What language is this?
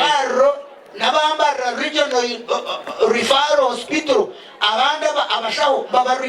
Nyankole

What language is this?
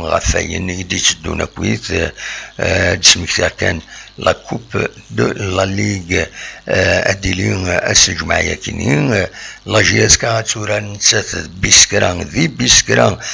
Kabyle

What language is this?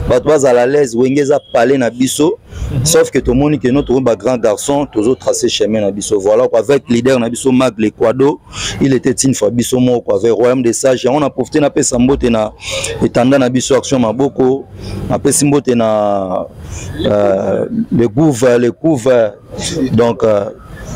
Lingala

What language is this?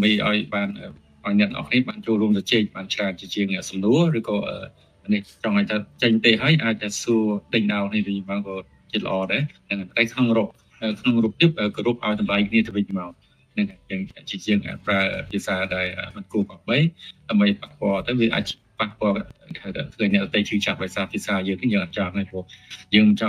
Khmer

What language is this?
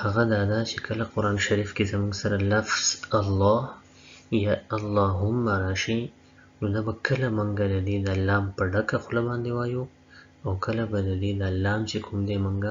Pashto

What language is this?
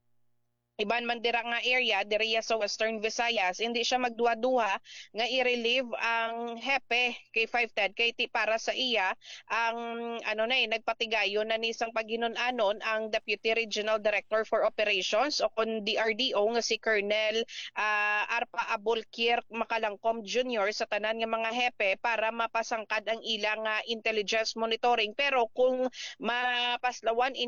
Hiligaynon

